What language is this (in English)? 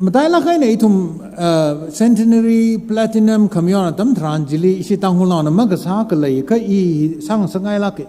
Tangkhul Naga (India)